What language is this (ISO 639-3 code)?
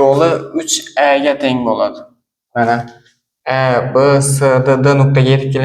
uzb